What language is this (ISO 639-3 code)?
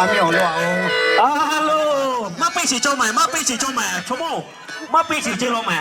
lhu